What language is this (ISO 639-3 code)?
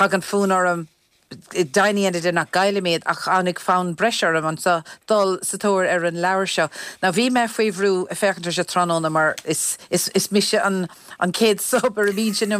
gle